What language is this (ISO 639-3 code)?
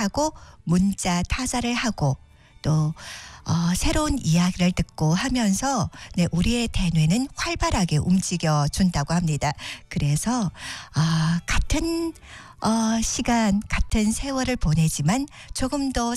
kor